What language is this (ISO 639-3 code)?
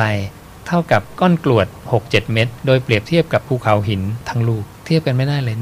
tha